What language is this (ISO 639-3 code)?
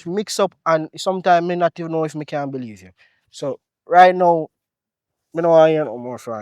jam